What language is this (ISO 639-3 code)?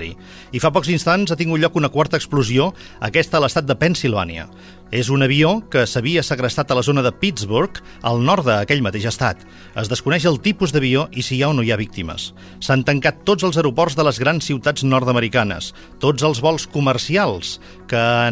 cat